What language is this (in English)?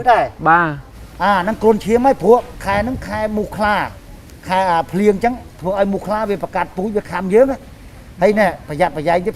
Khmer